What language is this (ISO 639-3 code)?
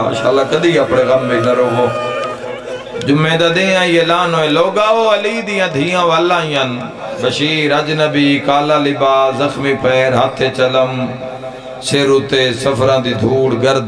lah